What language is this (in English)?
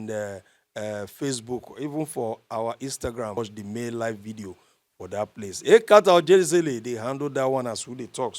Nigerian Pidgin